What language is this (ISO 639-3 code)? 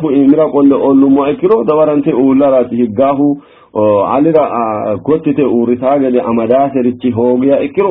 sid